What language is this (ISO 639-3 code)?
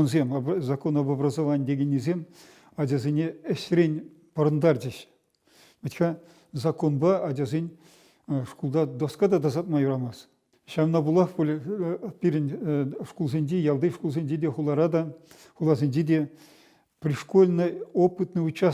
chv